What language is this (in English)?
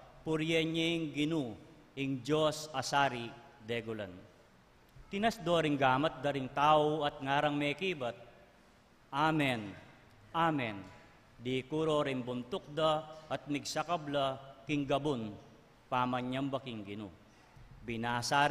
Pampanga